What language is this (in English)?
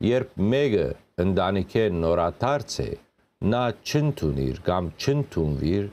Western Armenian